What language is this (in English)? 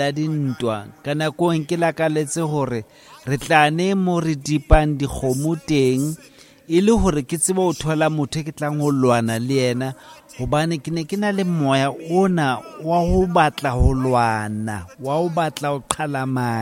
Southern Sotho